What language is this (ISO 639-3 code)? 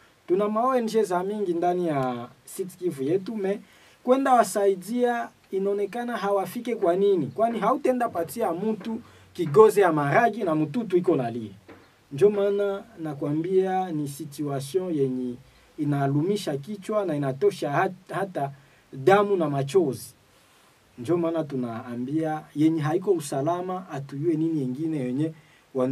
swa